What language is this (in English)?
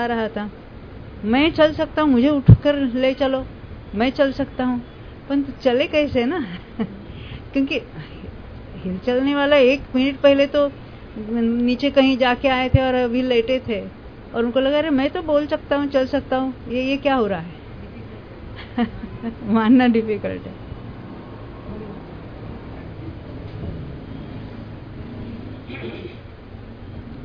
Hindi